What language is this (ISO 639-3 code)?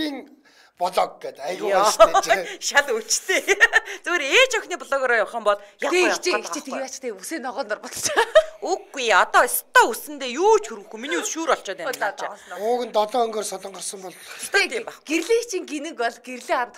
mon